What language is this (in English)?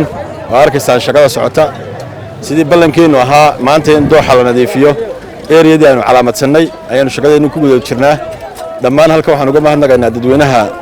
Somali